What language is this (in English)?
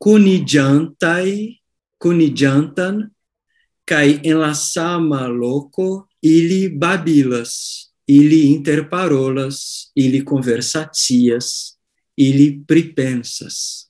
Esperanto